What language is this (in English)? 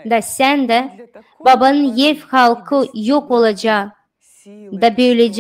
Gagauz